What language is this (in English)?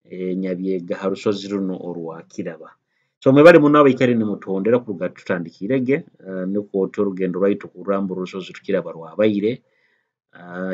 Nyoro